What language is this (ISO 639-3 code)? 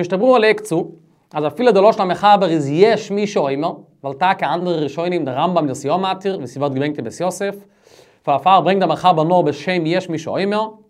yid